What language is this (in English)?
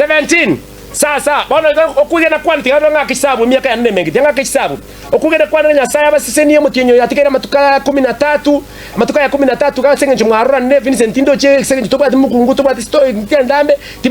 Gusii